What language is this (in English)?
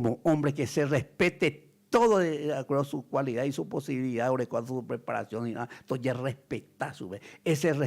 Guarani